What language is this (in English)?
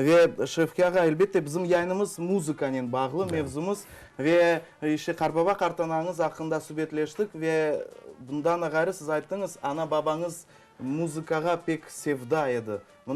Crimean Tatar